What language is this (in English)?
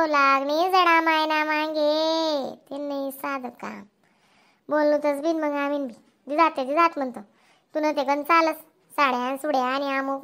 Khandesi